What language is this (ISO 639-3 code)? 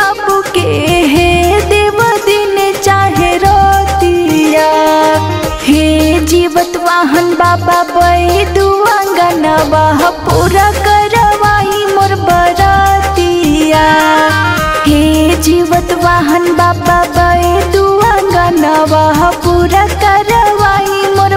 bho